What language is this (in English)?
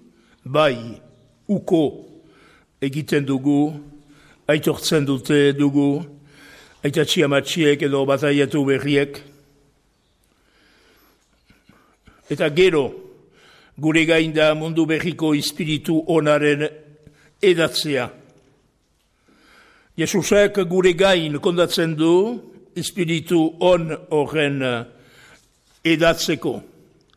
Basque